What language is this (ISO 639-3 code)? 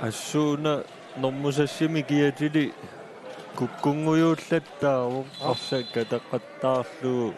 kal